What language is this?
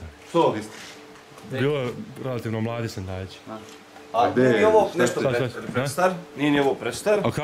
Serbian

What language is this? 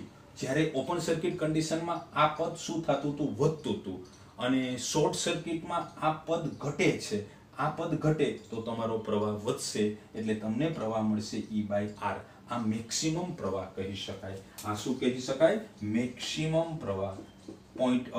Gujarati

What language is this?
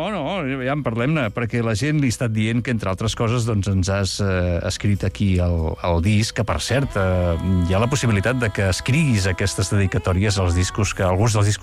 Catalan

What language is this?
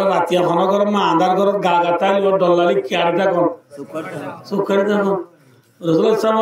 Rohingya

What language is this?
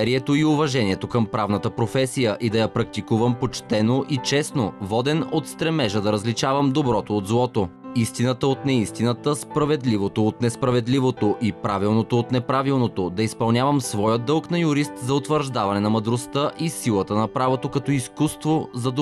Bulgarian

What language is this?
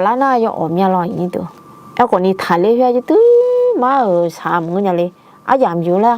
Akha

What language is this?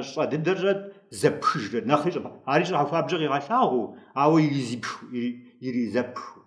Kabardian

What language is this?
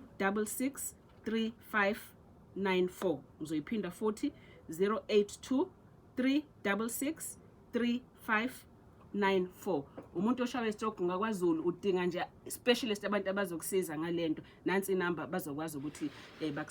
Zulu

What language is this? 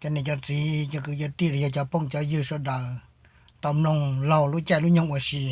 Hmong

